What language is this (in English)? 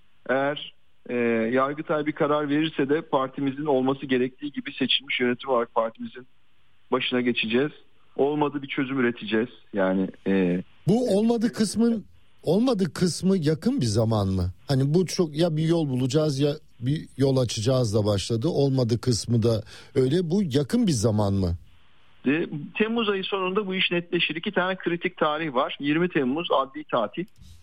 Turkish